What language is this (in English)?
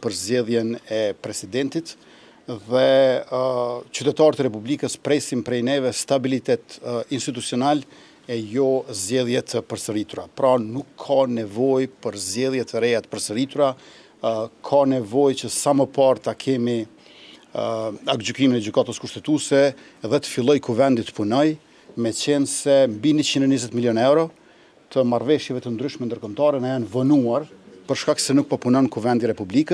Albanian